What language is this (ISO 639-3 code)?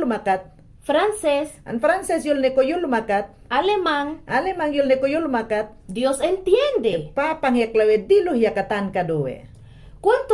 yan